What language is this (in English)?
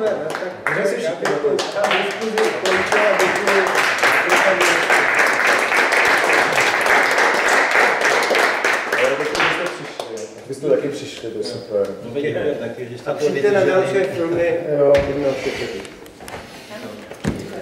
Czech